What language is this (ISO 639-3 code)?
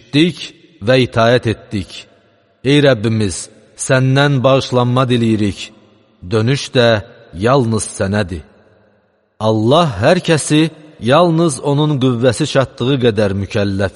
aze